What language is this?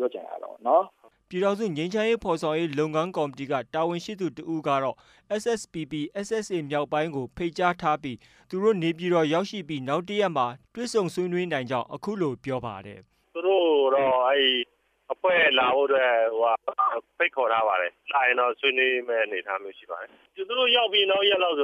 Burmese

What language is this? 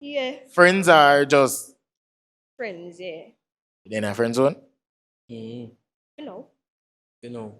Jamaican Creole English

